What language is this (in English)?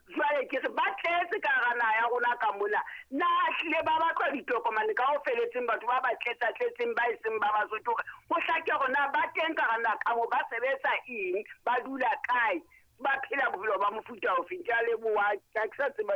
Southern Sotho